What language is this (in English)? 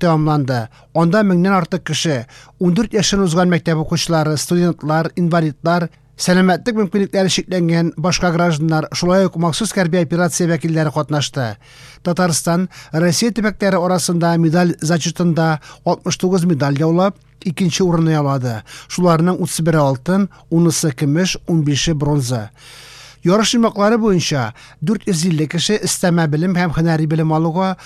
Tatar